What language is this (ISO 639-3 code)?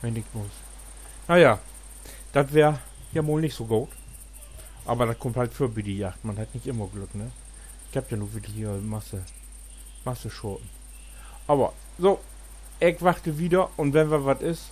nds